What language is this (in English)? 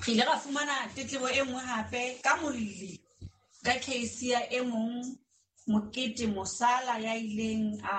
Southern Sotho